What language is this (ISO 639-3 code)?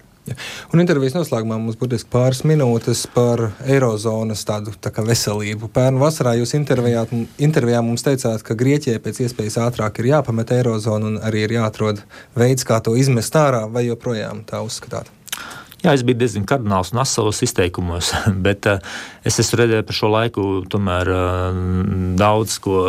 lav